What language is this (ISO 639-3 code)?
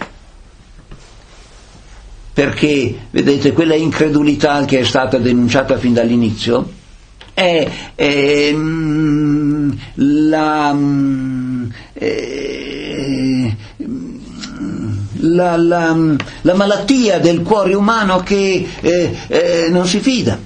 ita